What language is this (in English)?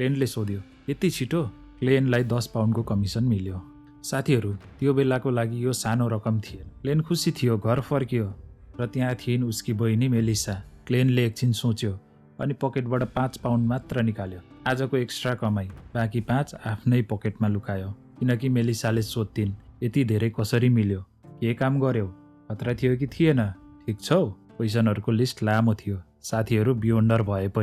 Nepali